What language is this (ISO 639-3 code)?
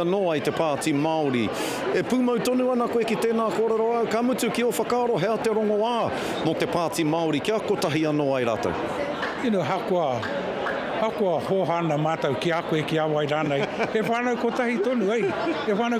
mri